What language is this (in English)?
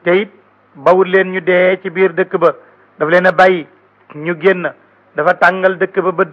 Wolof